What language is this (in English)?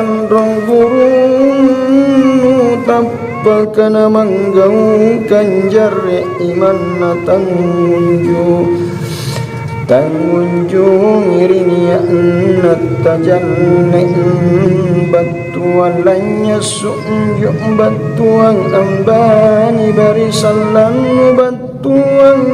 Makasar